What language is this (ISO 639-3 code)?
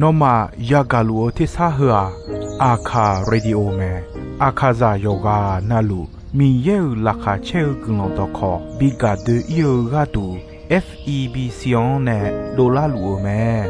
ahk